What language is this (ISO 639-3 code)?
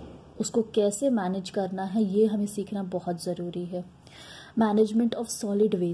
hin